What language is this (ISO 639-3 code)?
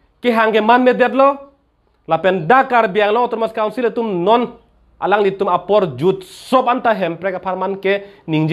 mjw